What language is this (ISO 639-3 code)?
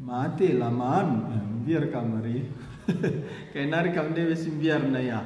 btx